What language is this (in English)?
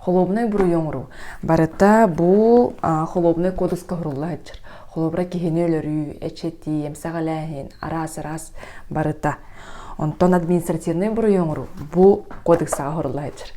Yakut